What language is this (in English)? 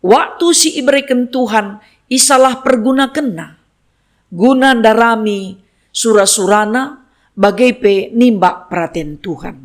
Batak Karo